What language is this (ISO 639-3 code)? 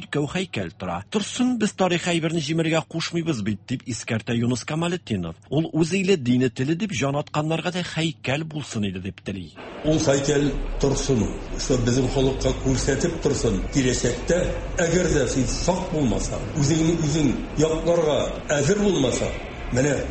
tat